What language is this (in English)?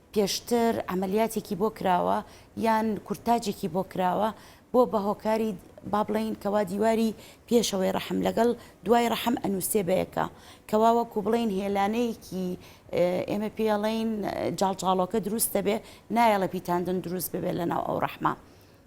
Central Kurdish